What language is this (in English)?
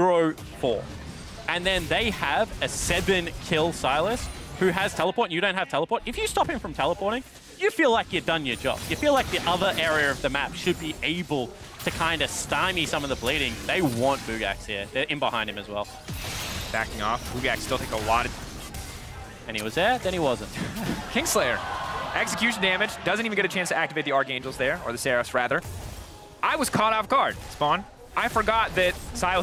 English